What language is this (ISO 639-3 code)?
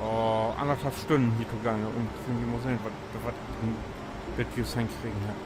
nds